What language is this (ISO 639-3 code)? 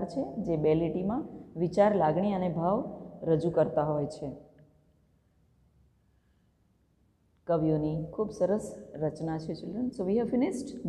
guj